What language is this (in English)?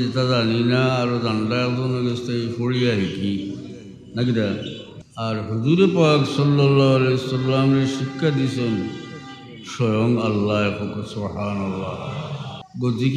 Sylheti